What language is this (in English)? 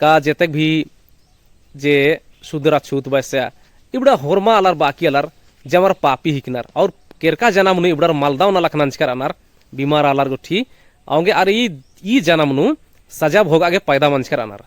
Kurukh